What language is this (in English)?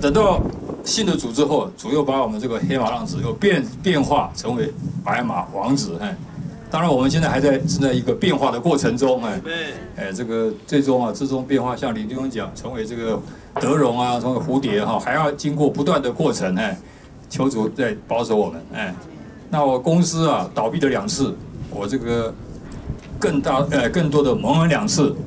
Chinese